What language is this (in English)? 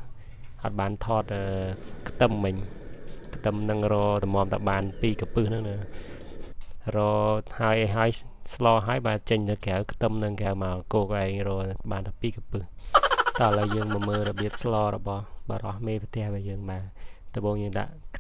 Khmer